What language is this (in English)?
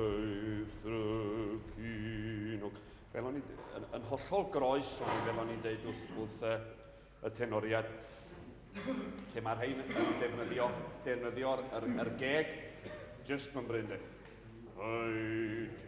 Welsh